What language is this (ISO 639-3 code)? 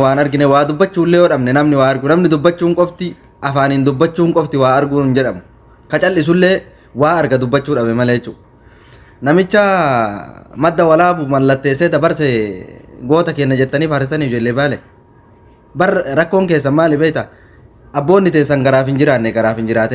orm